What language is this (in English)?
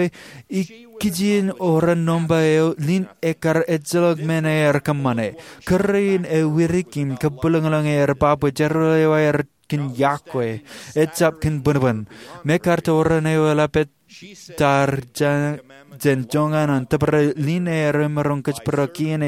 Marshallese